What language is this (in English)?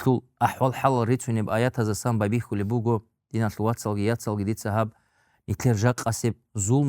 Avaric